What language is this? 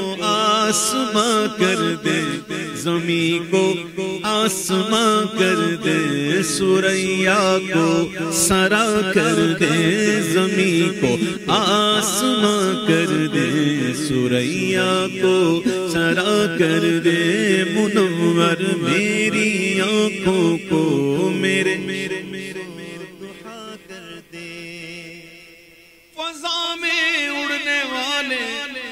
Urdu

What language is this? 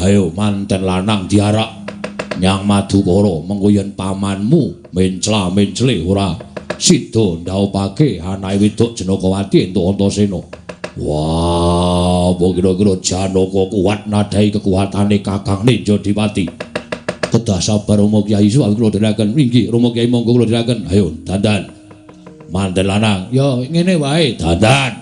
Javanese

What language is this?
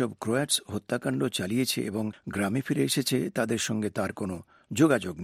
Bangla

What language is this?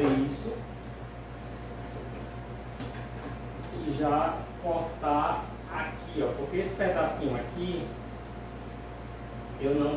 Portuguese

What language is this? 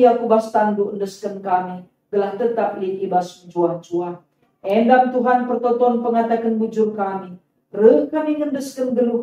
Batak Karo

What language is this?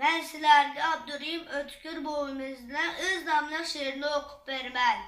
Uyghur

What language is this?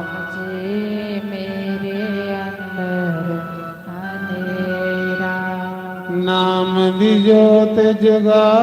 Dogri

